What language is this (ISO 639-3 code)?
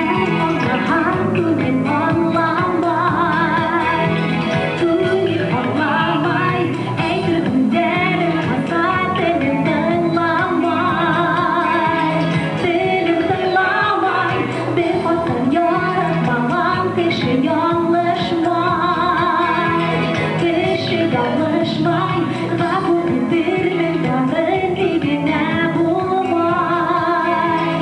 bak